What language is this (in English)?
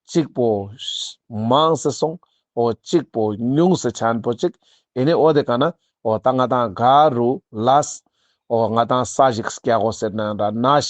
Ladakhi